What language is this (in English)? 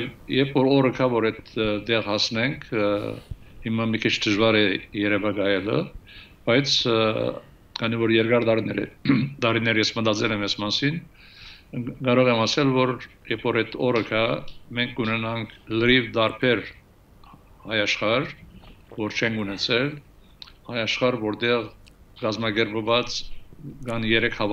Armenian